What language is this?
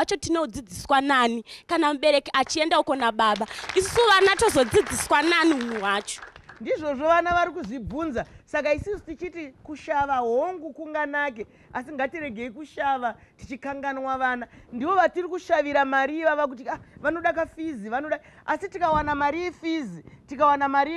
Shona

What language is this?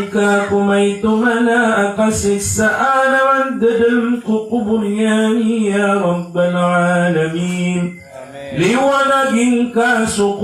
Maranao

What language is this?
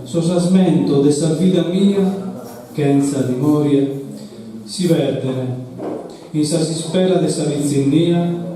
Sardinian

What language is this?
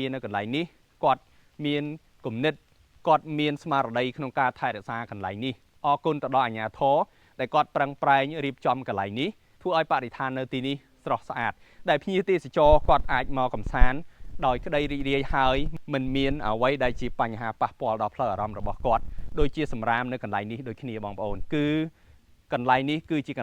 Khmer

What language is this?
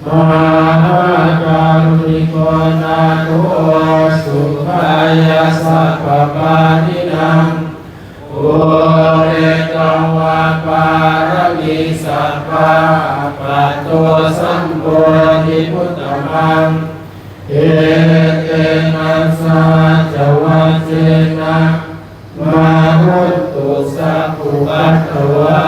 Pali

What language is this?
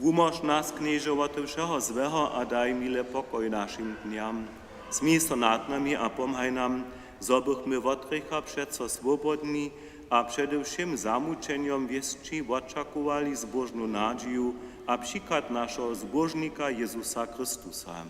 Upper Sorbian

